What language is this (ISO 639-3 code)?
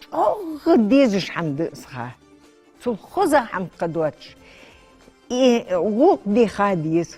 inh